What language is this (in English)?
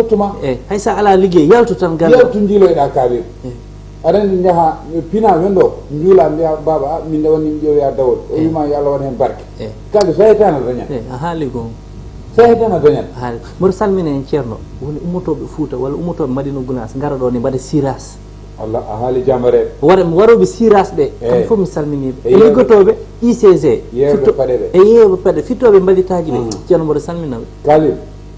Fula